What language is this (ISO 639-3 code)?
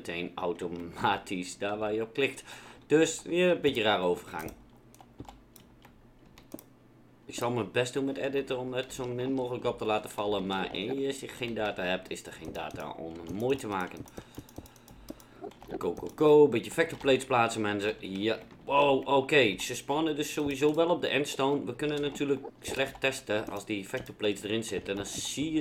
nld